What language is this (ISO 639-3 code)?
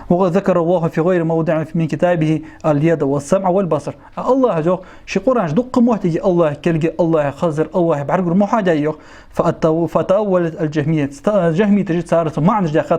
inh